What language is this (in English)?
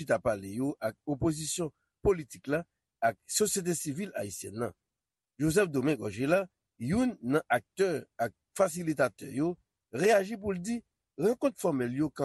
Haitian Creole